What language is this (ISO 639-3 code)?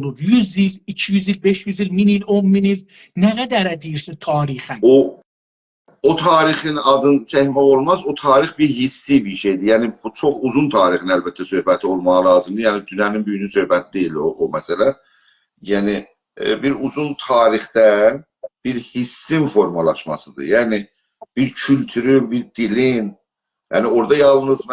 azb